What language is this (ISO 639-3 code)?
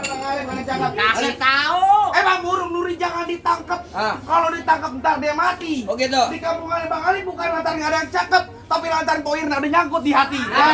bew